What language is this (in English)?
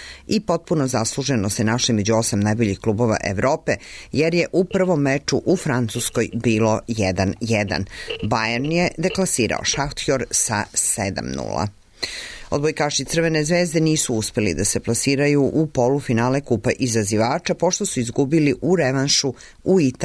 Serbian